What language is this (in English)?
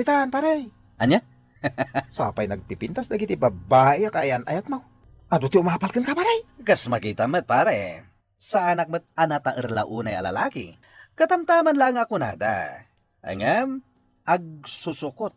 Iloko